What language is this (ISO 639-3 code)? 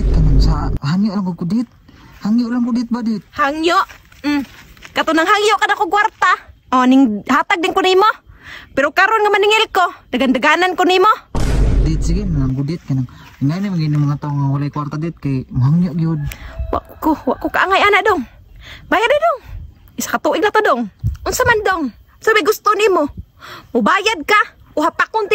ceb